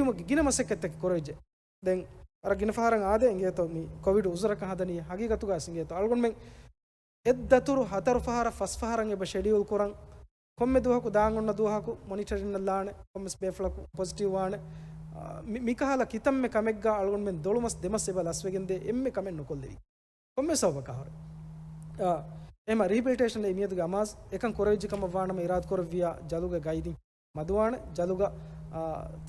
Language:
Divehi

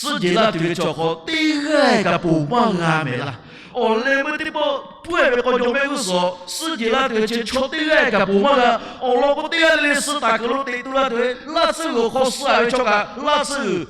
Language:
Lahu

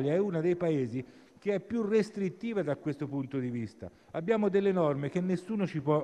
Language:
Italian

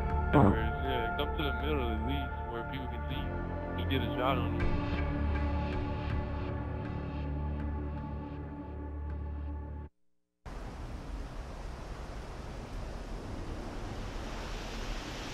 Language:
English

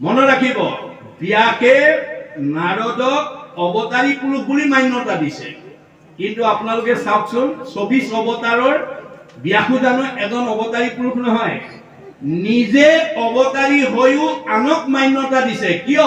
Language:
Assamese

